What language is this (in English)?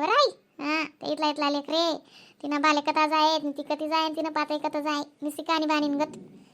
Khandesi